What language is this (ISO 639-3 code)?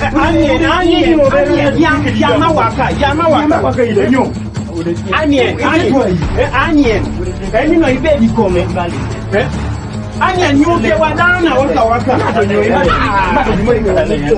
kdi